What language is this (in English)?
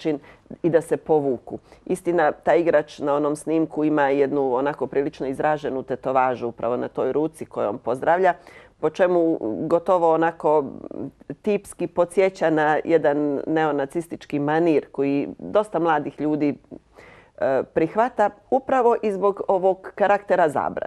Bosnian